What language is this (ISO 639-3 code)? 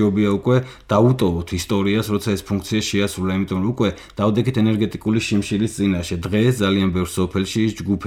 kat